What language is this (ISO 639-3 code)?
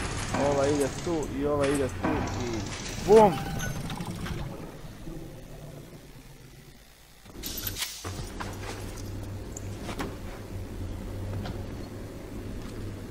hrv